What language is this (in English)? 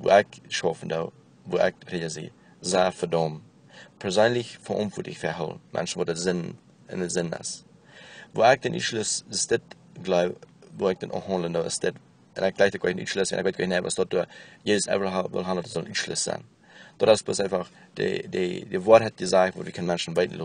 Plautdietsch